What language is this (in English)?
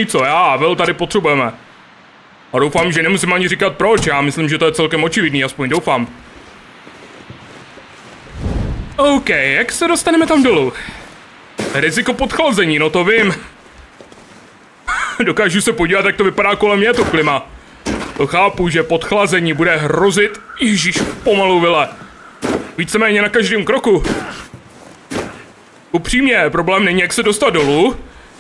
Czech